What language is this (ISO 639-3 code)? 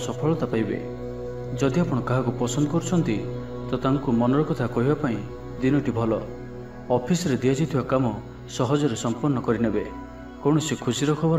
ori